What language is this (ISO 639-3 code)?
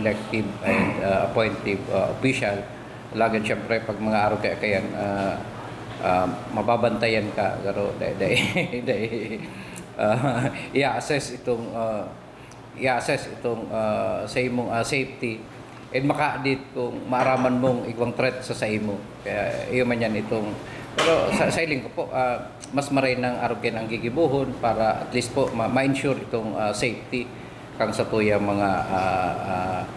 bik